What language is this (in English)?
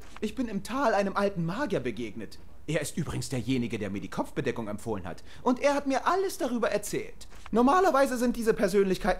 Swiss German